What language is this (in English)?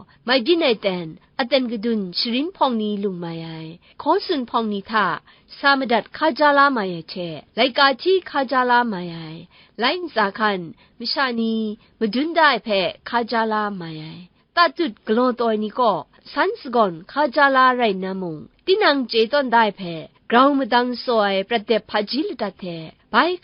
Kachin